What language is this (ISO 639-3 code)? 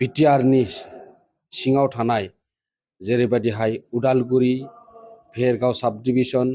brx